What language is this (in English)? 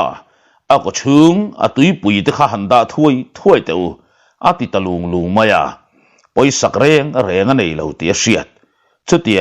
Mizo